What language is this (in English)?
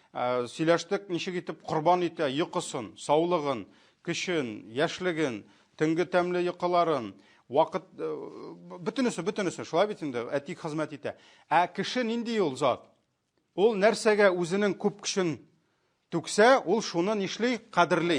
Tatar